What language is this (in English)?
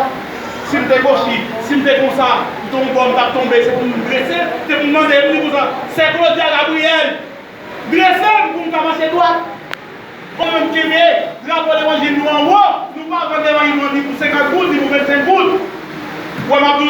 Haitian Creole